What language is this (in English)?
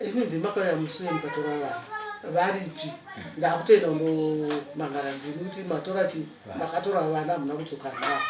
Shona